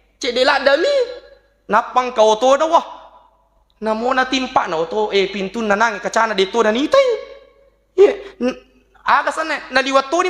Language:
Buginese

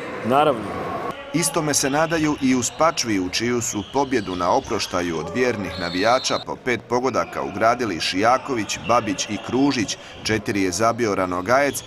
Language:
Croatian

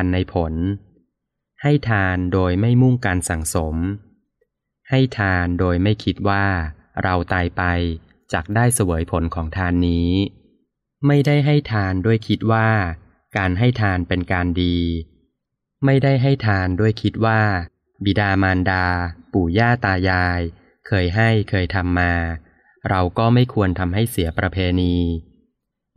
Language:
Thai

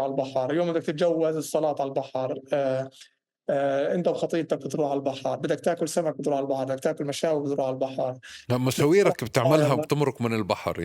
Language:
North Levantine Arabic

